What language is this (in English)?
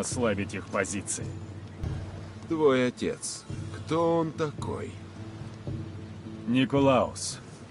Russian